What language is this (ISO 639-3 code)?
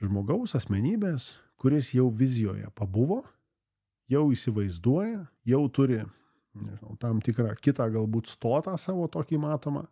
lit